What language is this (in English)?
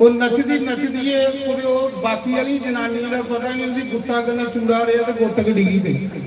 Dogri